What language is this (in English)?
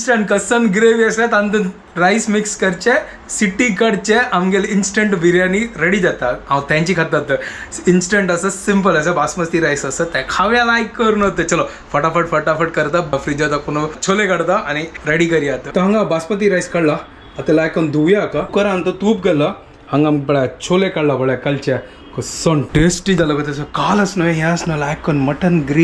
Konkani